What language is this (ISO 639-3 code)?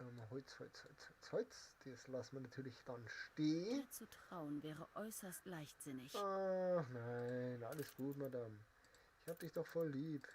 bar